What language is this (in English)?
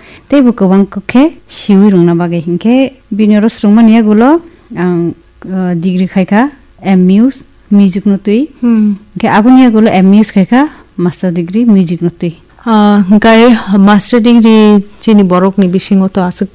Kok Borok